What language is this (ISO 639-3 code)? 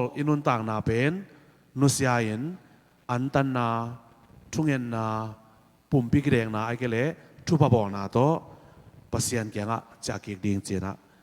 ctd